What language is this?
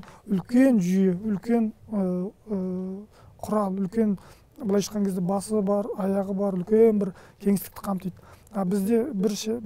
Kazakh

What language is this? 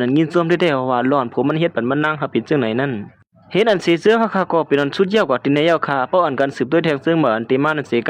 Shan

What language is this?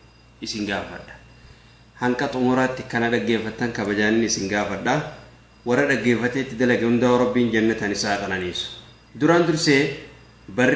Oromo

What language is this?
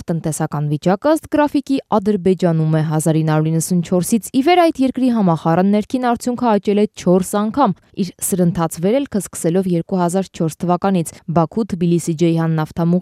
Armenian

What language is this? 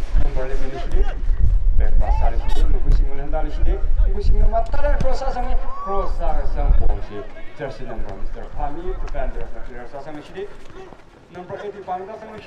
Tangkhul Naga (India)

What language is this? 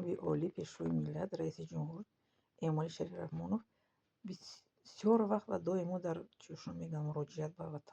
Tajik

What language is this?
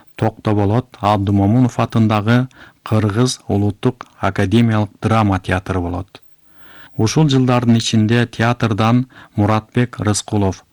Kyrgyz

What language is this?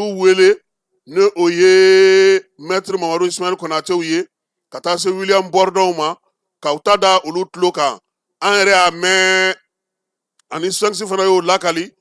Bambara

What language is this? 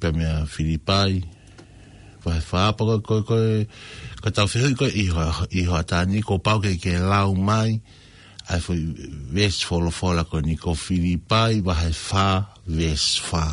Tongan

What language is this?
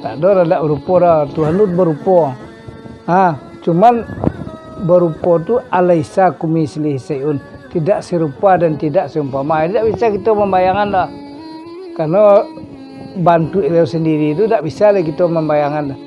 Minangkabau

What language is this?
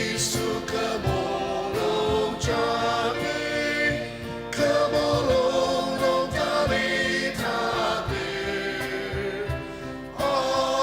Ao Naga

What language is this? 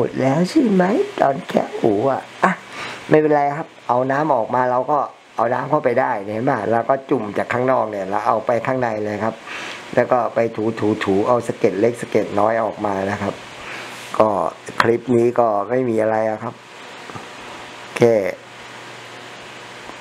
Thai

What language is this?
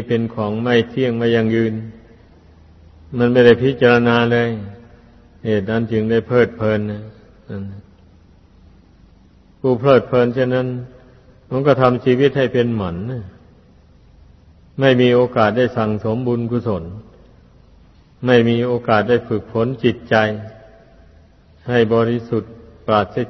Thai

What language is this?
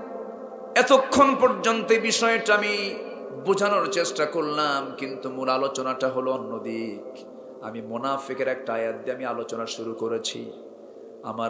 Bangla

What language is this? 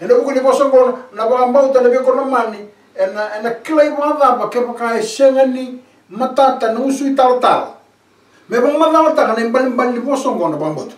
Fijian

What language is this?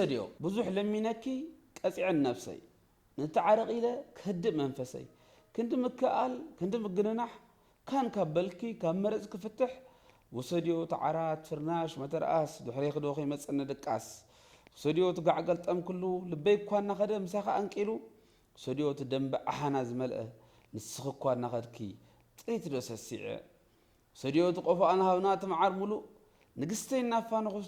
Tigrinya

